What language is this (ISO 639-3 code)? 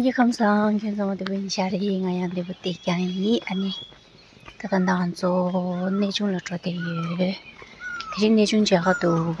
bod